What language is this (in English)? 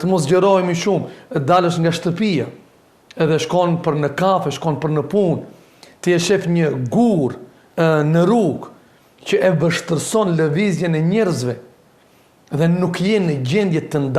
Albanian